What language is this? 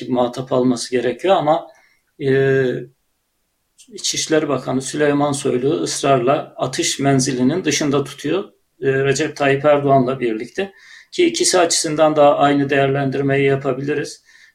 Turkish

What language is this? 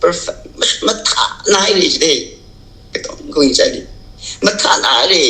Tangkhul Naga (India)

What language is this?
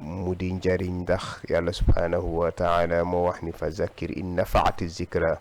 Wolof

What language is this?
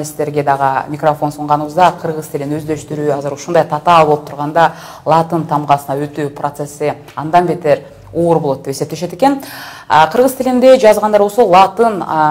Kyrgyz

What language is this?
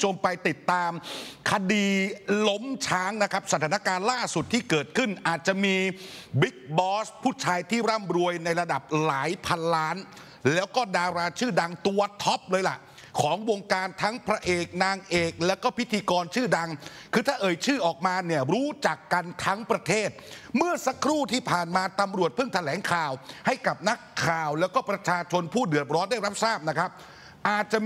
Thai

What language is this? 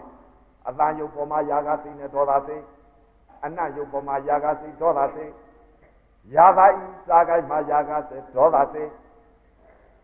Burmese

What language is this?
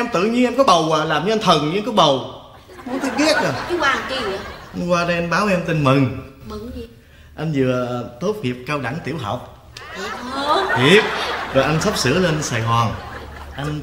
Vietnamese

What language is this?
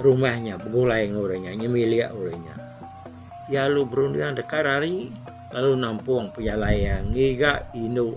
Iban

